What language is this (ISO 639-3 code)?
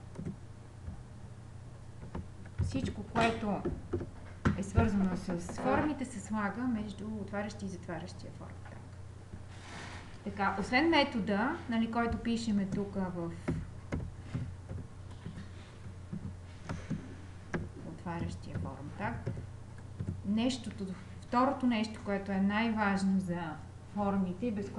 bul